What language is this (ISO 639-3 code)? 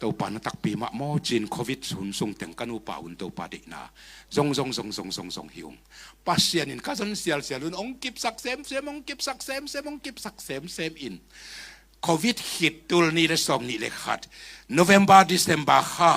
ctd